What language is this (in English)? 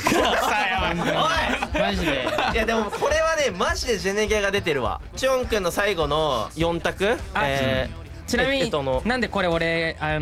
Japanese